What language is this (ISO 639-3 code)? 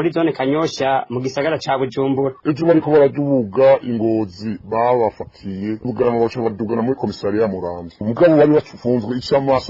run